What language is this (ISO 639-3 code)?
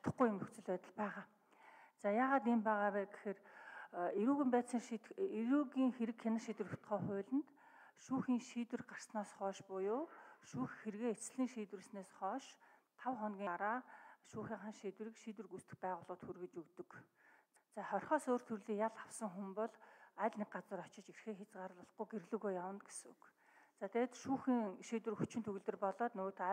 mon